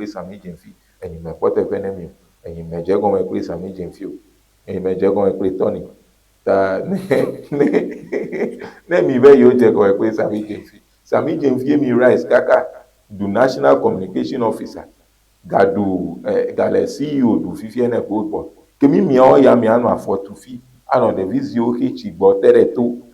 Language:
Ewe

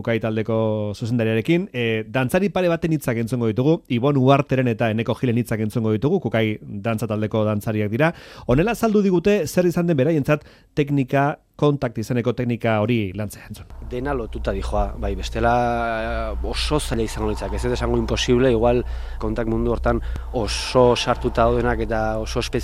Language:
Basque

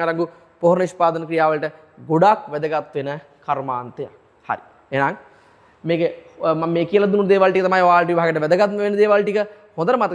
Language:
Sinhala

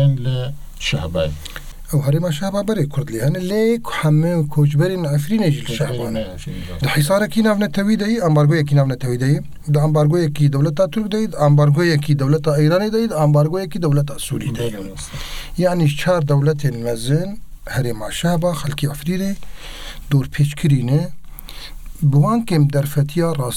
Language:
Kurdish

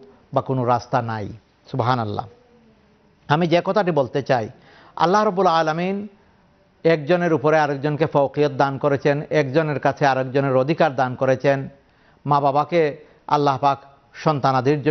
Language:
Bangla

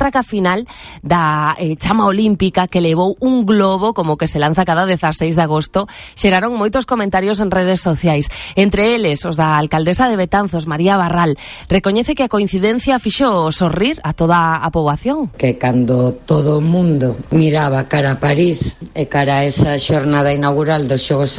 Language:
Galician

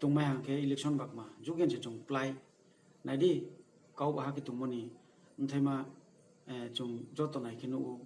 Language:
Riang (India)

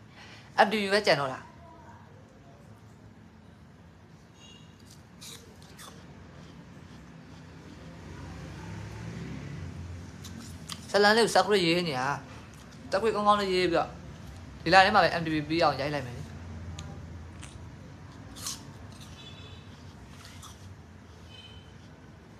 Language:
Burmese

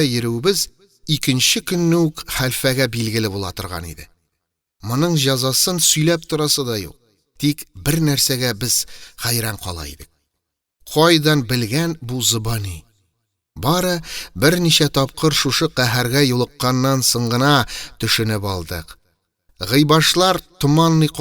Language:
Tatar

